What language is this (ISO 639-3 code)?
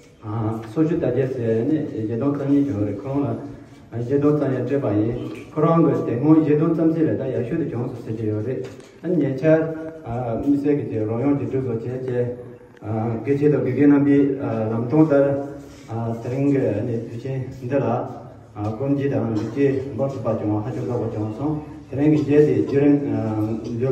bod